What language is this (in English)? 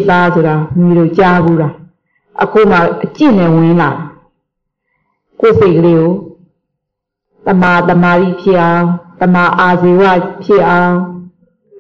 Burmese